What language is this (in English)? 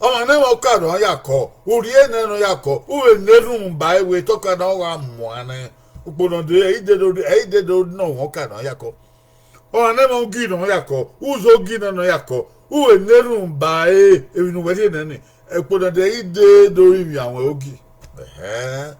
Bini